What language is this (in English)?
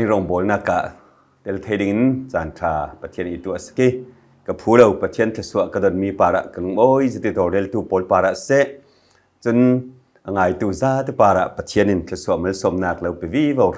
Falam Chin